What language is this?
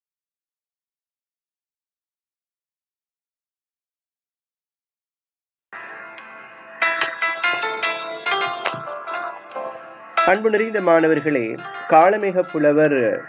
Tamil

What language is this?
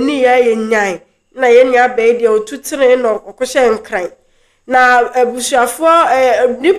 Akan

